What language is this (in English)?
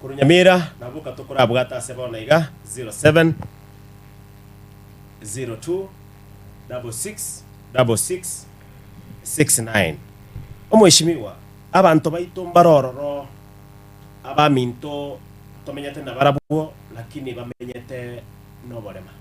Gusii